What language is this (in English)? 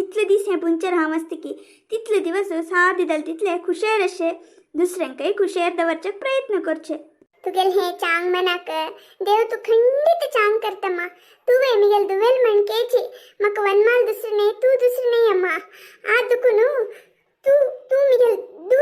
Konkani